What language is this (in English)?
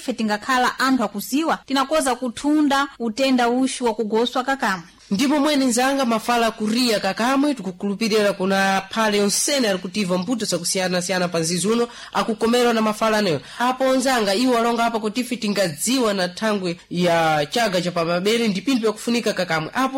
Sena